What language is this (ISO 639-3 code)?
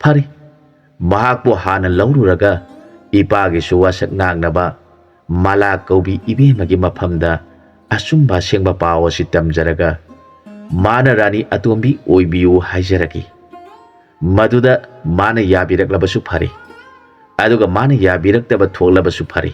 mni